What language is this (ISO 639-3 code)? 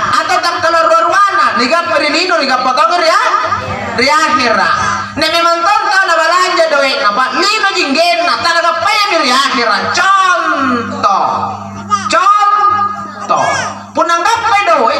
mak